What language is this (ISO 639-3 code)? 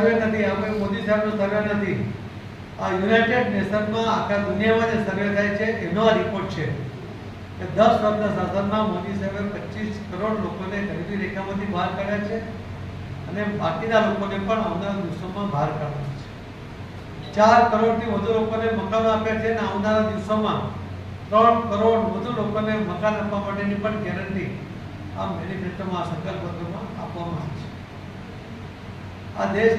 guj